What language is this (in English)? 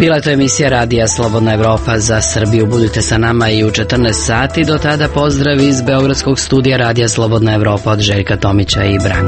Serbian